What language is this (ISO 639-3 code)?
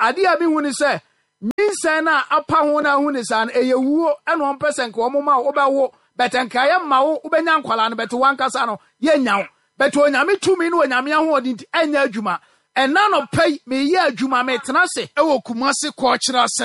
aka